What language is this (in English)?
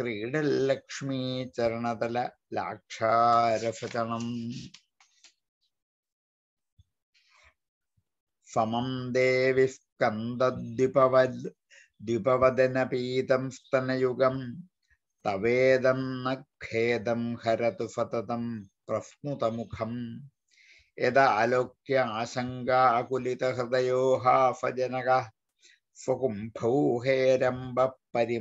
Malayalam